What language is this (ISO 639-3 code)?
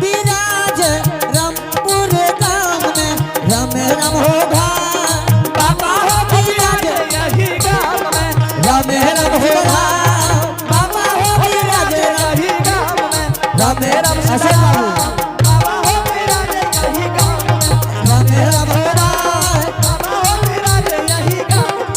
anp